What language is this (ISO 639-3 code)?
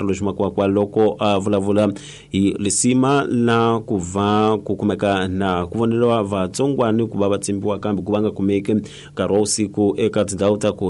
tso